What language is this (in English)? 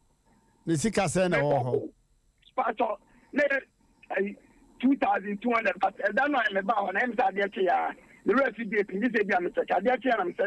Akan